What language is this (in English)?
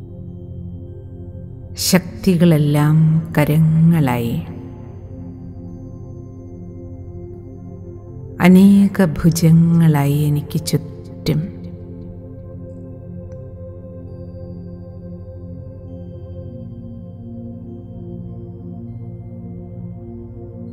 Malayalam